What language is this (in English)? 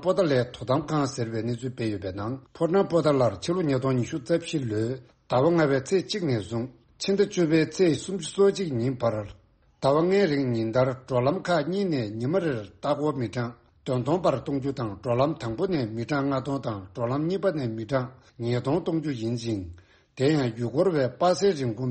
Tibetan